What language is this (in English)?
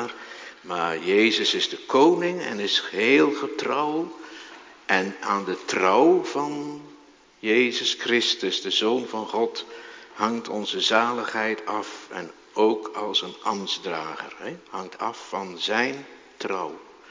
Dutch